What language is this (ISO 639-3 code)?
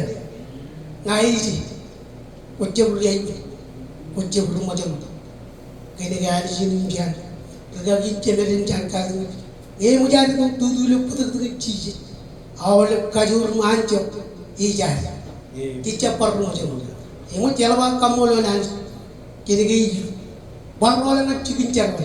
mah